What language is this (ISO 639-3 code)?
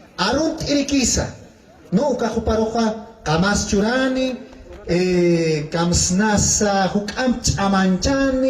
aym